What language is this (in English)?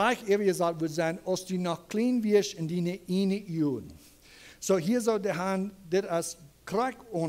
Plautdietsch